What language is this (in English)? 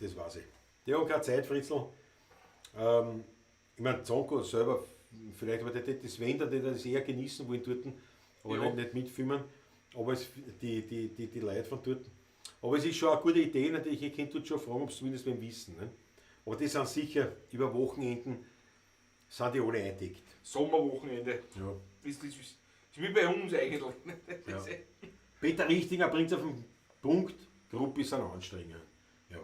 Bavarian